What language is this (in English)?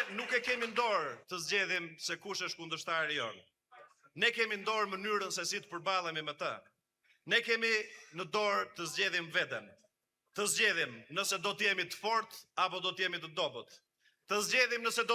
Albanian